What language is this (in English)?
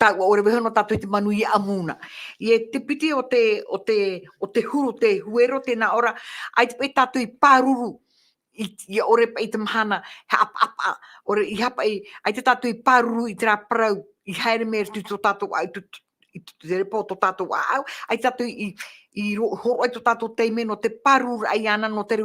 Tahitian